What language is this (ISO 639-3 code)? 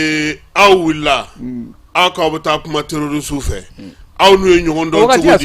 bam